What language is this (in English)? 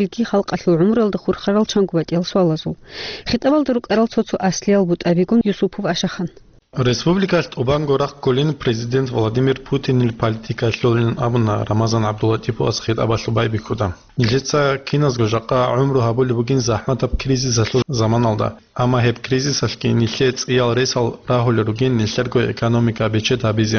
Avaric